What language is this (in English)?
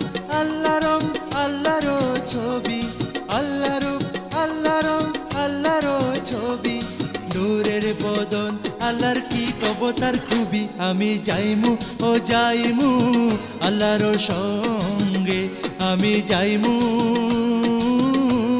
Bangla